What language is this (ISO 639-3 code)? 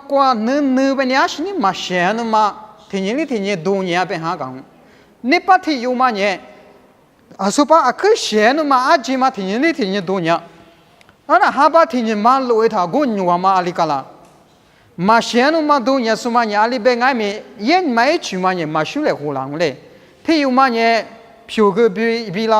lis